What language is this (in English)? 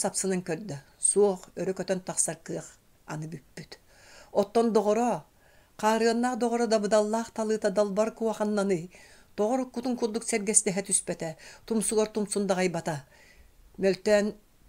Yakut